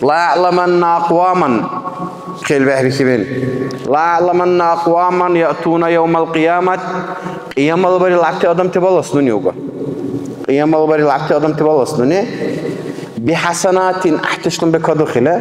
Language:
Dargwa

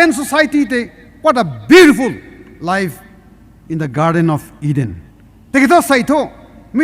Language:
Rongmei Naga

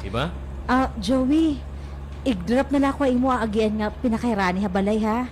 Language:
Waray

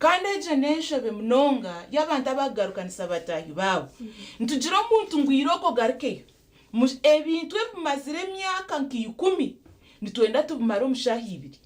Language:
Nyankole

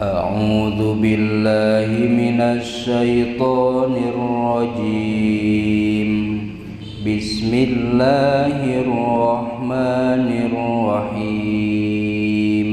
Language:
Sundanese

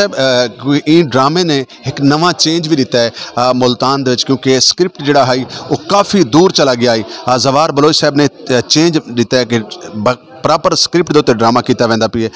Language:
Saraiki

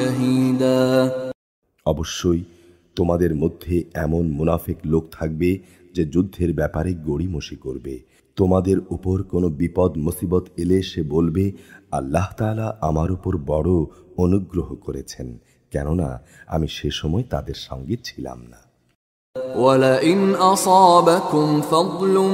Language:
Bangla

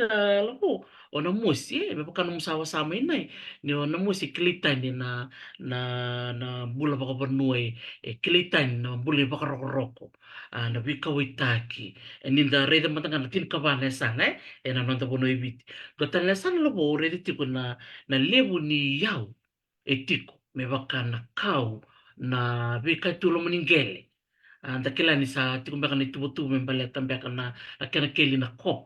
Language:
Fijian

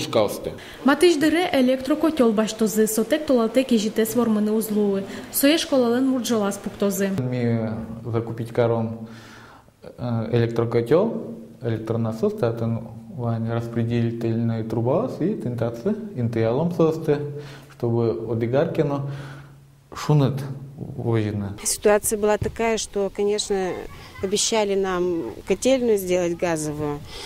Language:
Udmurt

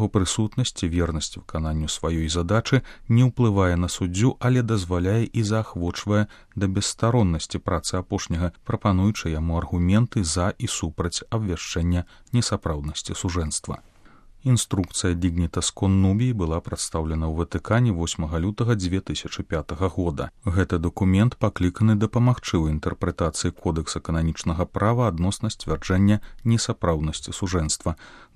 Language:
Belarusian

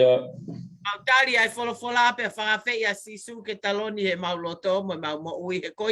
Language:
Tongan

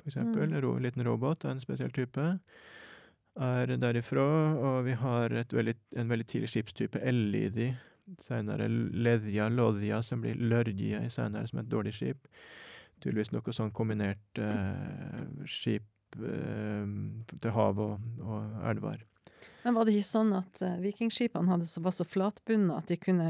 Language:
Norwegian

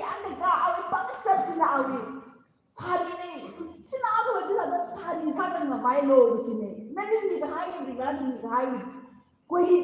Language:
Tangkhul Naga (India)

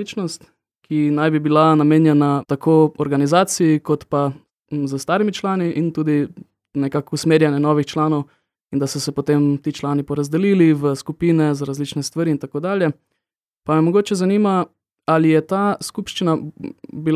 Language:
Slovenian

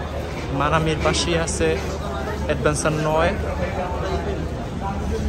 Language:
Bangla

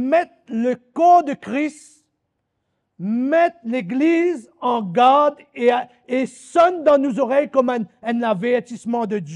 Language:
Morisyen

